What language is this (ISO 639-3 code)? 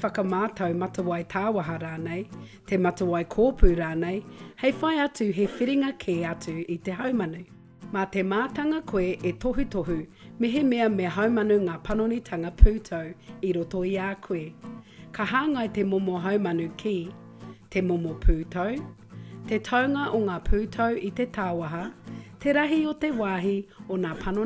mri